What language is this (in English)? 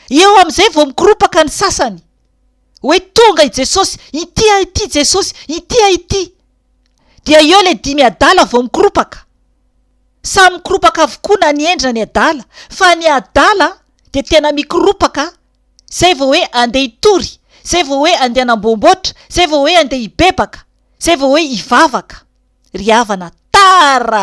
Malagasy